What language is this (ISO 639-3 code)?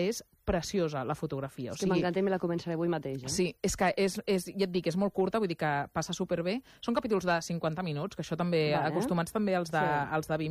cat